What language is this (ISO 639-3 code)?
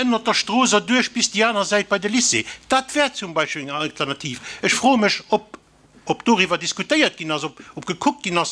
ltz